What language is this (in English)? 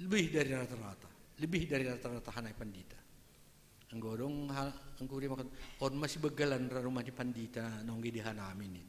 Batak Simalungun